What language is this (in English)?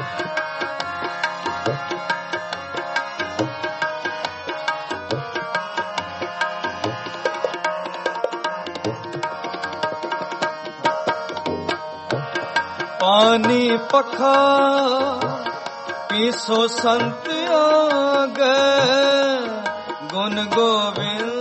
Punjabi